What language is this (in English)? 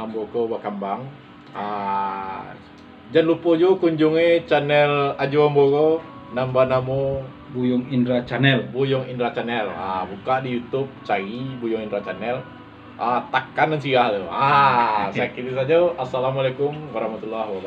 Minangkabau